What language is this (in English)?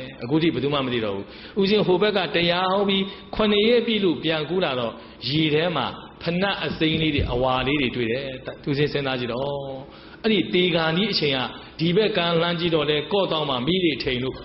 Burmese